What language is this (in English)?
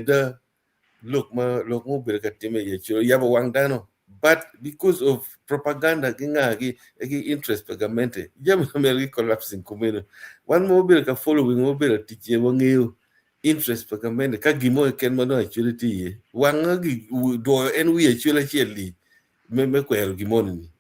Acoli